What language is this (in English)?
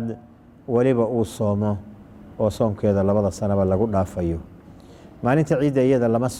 Somali